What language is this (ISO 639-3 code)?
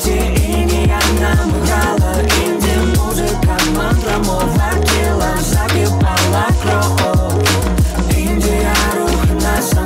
ukr